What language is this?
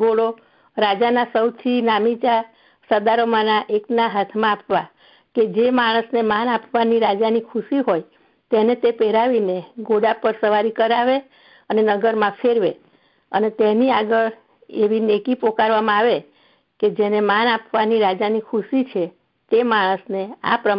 Gujarati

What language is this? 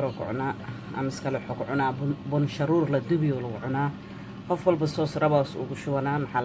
Somali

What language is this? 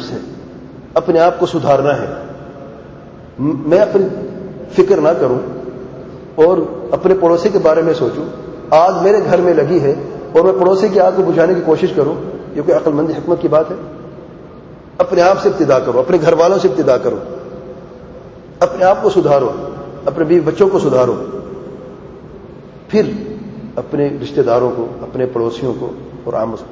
Urdu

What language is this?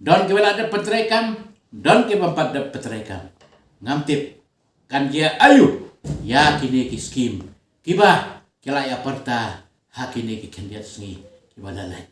Khasi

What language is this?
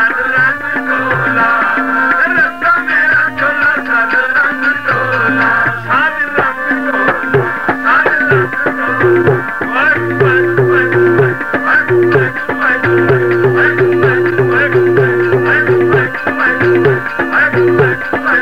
Punjabi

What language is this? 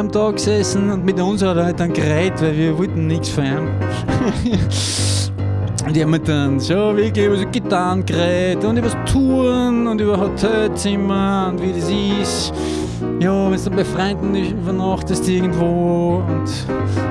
Bavarian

